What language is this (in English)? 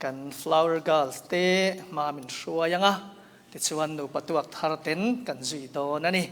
Mizo